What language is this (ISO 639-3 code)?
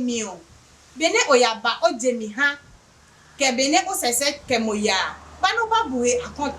ada